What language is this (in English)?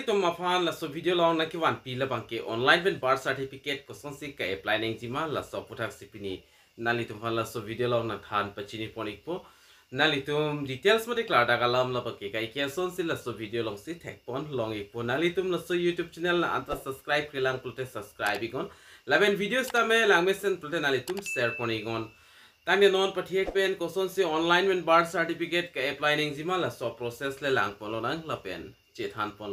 Karbi